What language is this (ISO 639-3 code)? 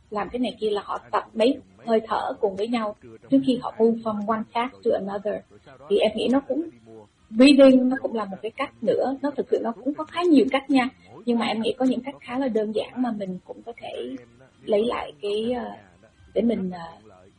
vie